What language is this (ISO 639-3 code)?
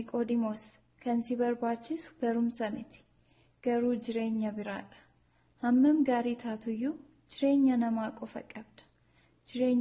orm